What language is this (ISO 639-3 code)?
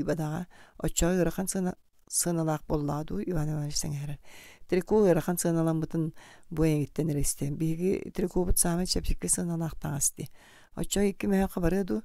sah